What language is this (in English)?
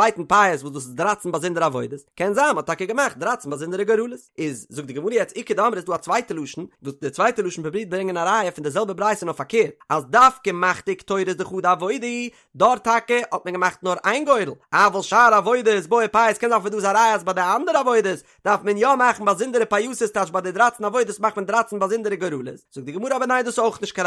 Yiddish